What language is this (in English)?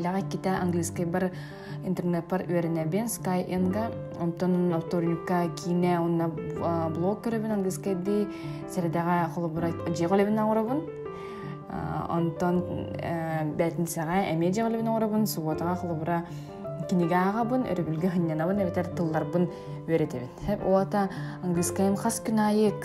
Yakut